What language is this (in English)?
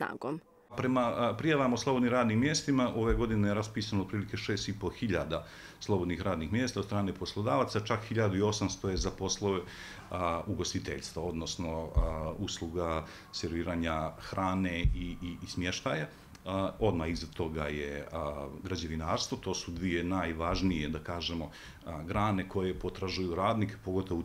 Bosnian